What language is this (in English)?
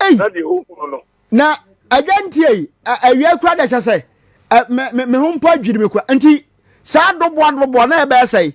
Akan